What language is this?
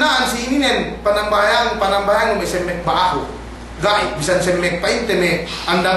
Yakan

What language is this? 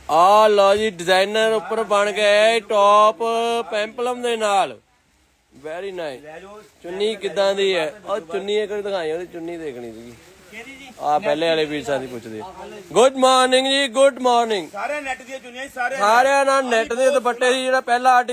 Punjabi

